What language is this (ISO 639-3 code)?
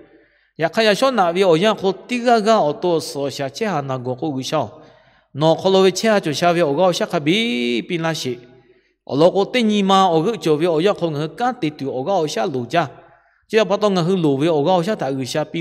lhu